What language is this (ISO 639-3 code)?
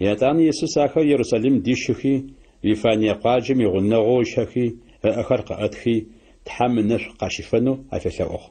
ady